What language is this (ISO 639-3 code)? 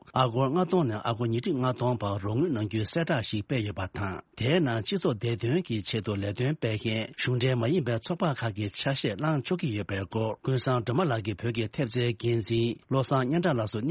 bod